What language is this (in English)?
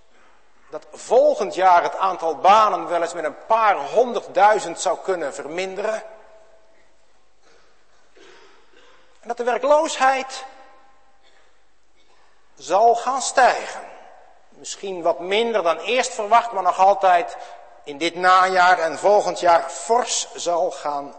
Dutch